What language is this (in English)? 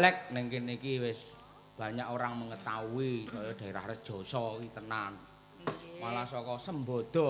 Javanese